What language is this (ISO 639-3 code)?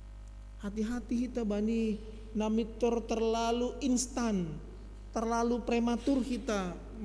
bts